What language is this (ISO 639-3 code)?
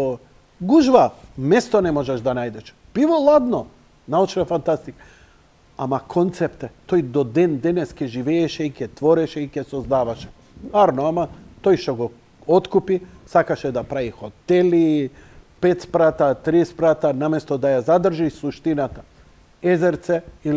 mkd